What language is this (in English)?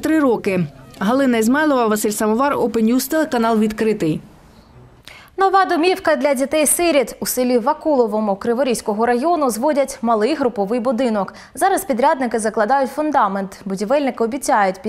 Ukrainian